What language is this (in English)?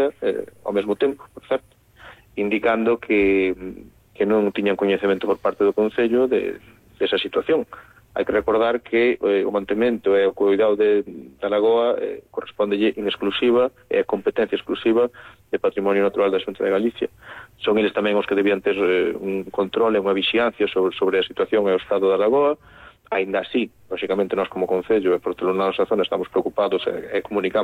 Galician